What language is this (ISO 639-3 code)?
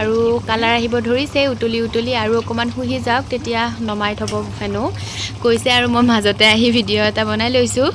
asm